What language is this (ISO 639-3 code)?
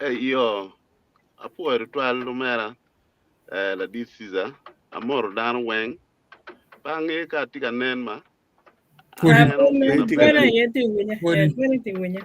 ach